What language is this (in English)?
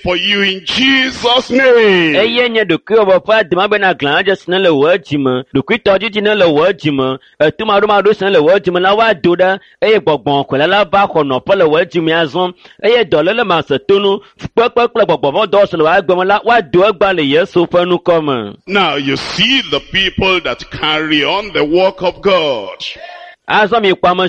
Ewe